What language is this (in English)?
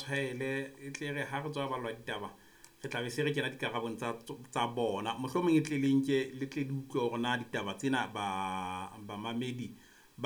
Southern Sotho